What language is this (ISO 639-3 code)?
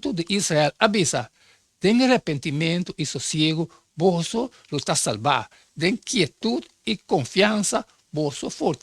pap